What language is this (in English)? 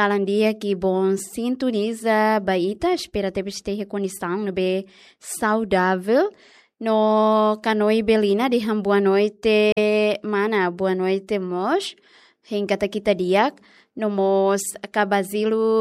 Tetum